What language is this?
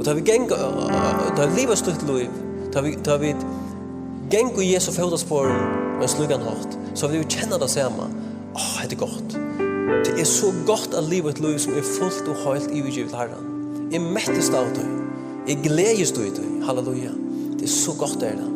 Faroese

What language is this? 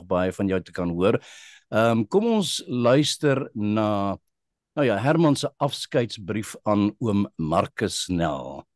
Afrikaans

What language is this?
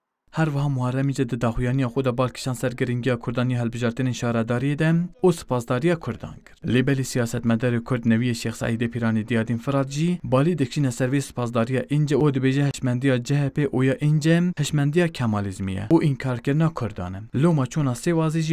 Kurdish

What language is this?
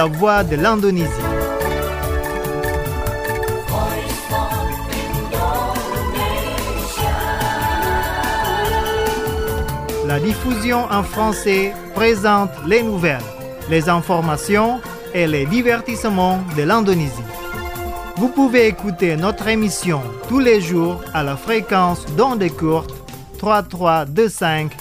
French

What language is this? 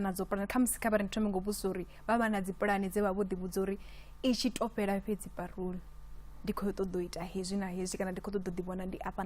Venda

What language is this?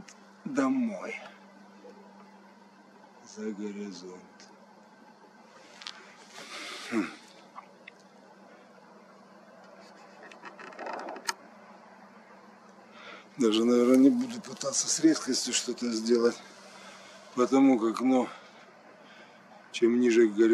Russian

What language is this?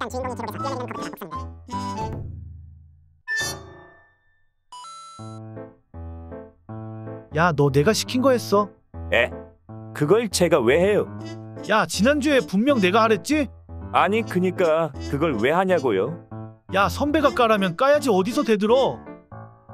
Korean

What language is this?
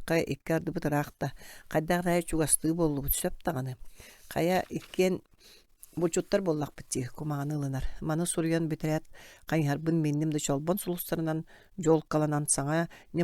Yakut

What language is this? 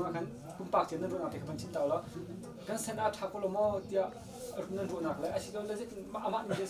Hakha Chin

